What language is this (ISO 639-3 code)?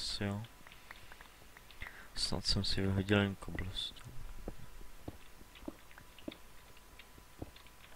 ces